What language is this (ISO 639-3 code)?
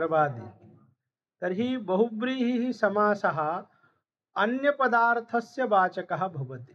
san